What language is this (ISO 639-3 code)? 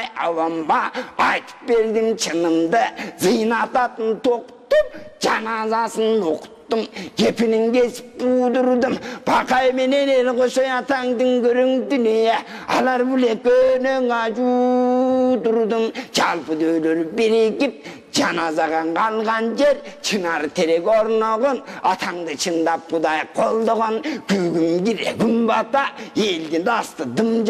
kir